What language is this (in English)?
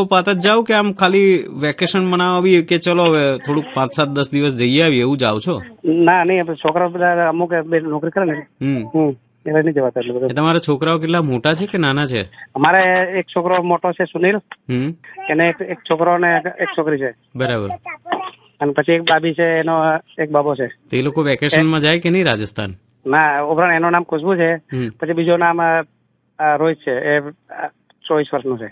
Gujarati